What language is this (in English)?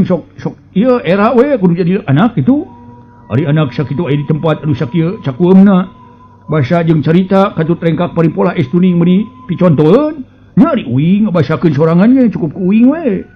Sundanese